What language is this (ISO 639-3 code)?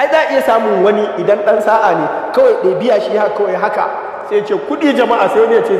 hau